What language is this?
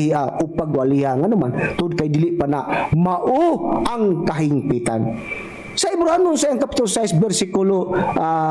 Cebuano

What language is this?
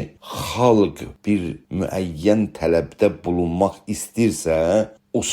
South Azerbaijani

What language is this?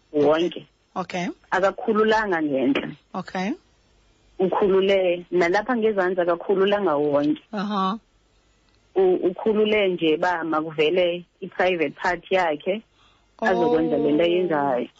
Xhosa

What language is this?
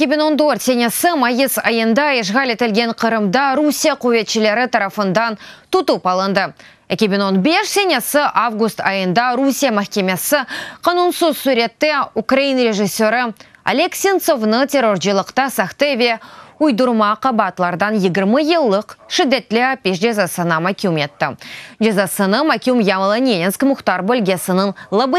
Crimean Tatar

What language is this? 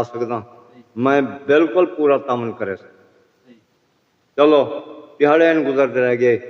Saraiki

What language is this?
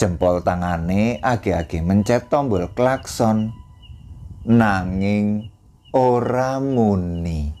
Javanese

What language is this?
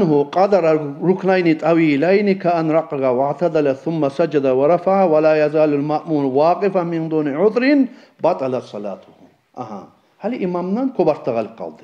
Kumyk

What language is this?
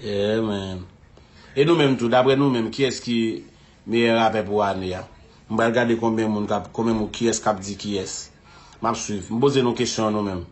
Haitian Creole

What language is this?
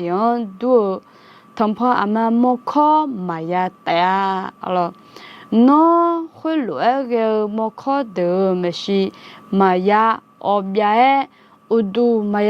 Akha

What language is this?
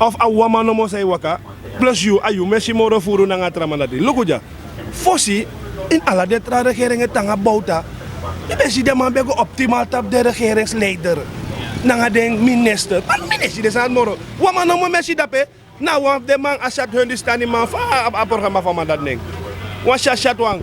Sranan Tongo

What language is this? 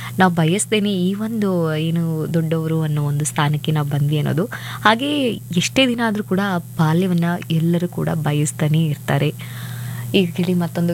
Kannada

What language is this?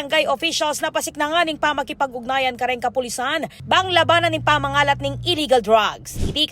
Pampanga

